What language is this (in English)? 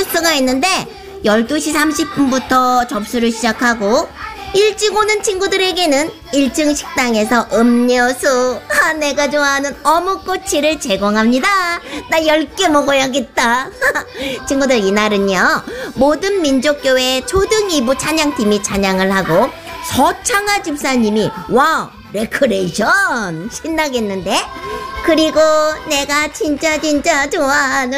Korean